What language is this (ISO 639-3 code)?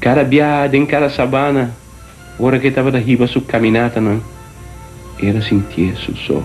pap